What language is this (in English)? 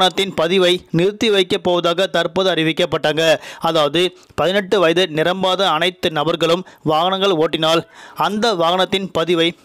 Tamil